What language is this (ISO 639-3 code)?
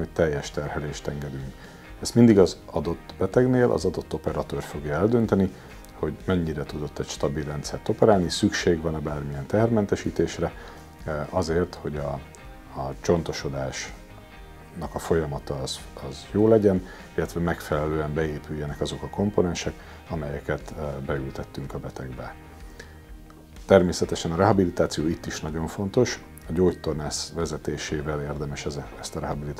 hun